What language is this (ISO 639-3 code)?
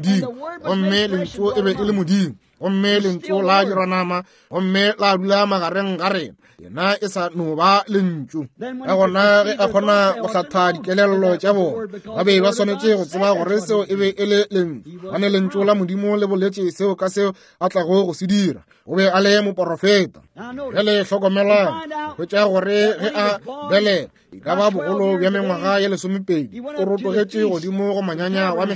nso